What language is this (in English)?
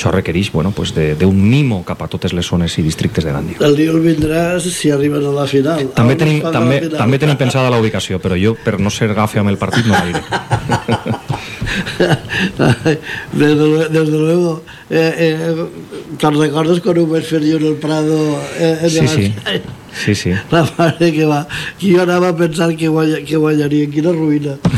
Catalan